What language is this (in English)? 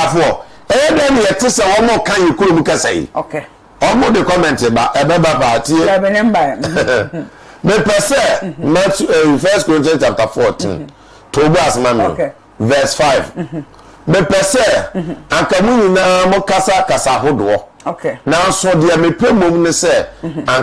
Akan